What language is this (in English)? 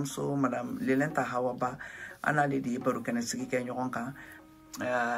Bambara